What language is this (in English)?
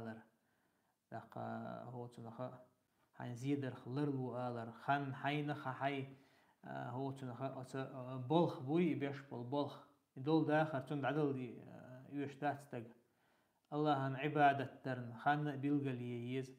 Chechen